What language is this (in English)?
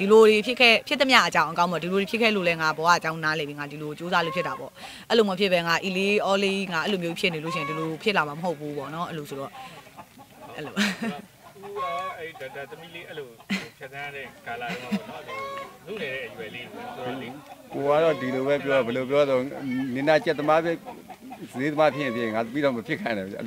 Burmese